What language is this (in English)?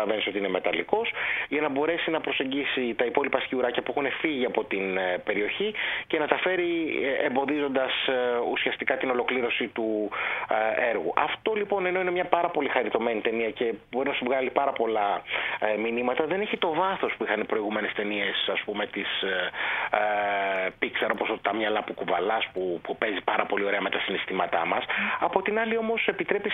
Greek